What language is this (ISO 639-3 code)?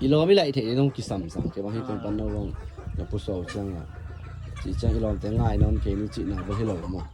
ctd